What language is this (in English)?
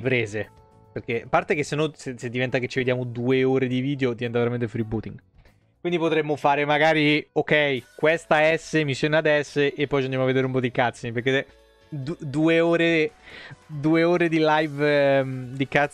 Italian